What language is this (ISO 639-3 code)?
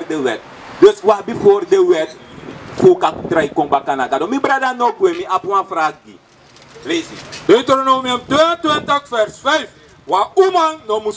srn